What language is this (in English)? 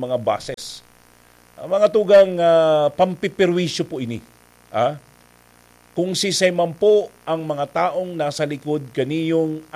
Bikol